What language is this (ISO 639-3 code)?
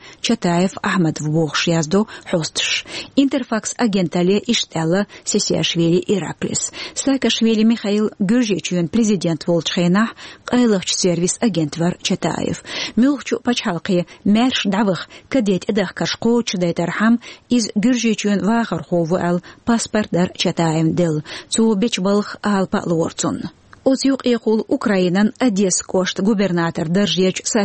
che